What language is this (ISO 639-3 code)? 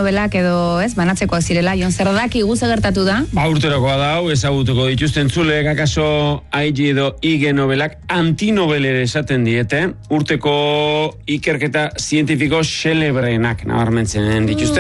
eus